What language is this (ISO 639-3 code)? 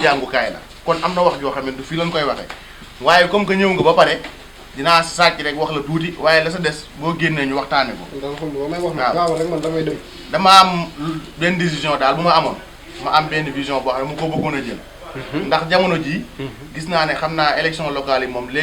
wol